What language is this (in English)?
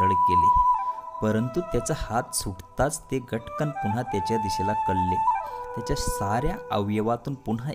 Marathi